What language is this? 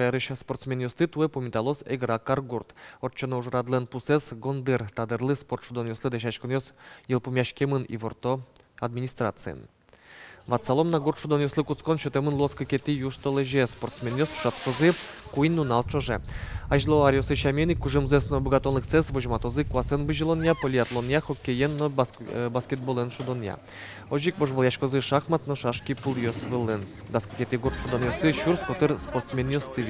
Udmurt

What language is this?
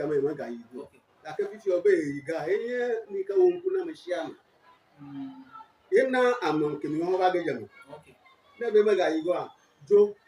Ewe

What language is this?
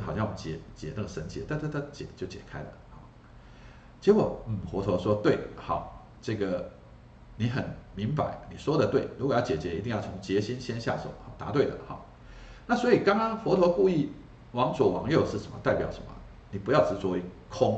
Chinese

